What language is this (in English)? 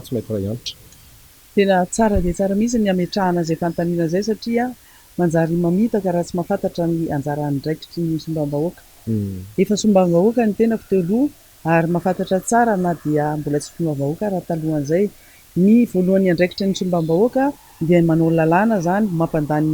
Malagasy